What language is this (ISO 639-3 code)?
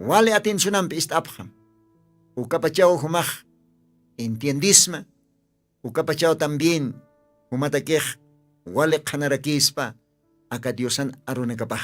aym